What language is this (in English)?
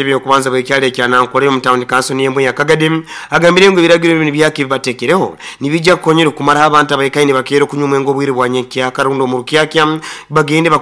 Nyankole